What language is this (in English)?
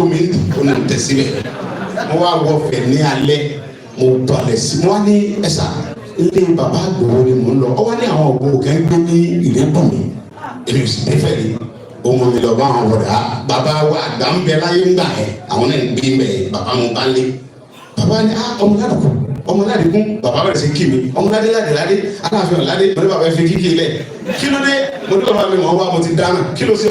Yoruba